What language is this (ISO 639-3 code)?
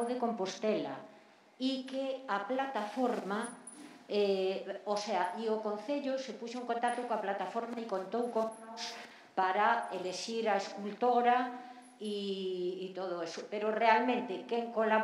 glg